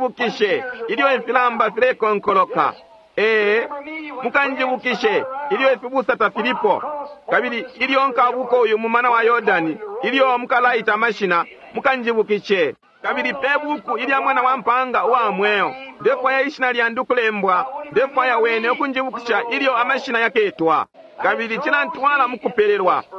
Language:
Bemba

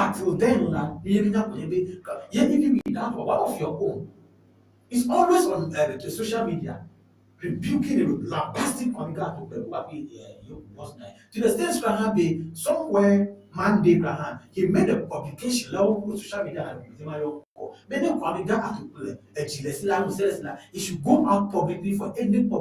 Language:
Ewe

